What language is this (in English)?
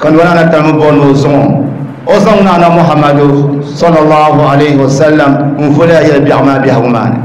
Dagbani